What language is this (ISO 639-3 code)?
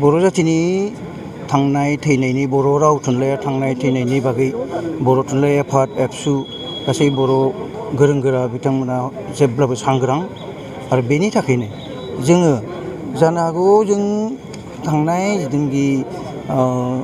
brx